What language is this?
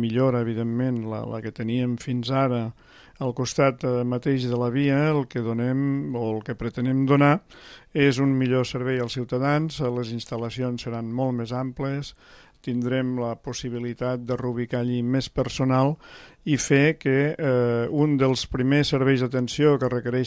Catalan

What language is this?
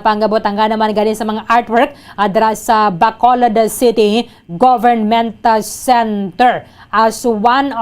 Hiligaynon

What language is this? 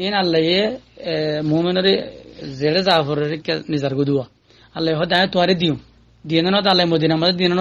Rohingya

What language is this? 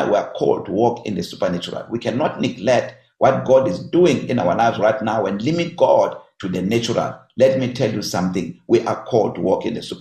English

